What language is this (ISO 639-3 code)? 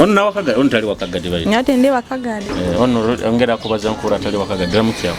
nyo